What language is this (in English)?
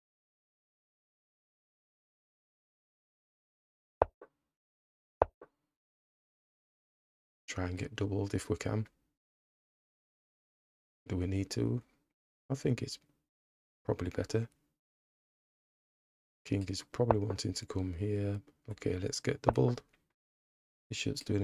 English